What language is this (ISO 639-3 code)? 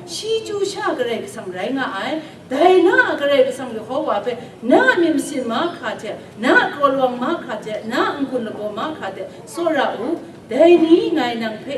kac